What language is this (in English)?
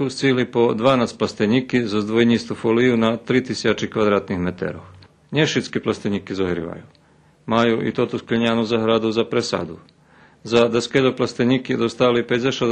Rusyn